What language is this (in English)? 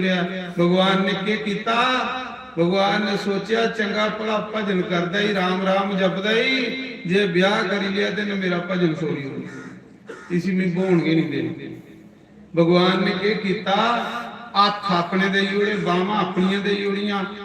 Dogri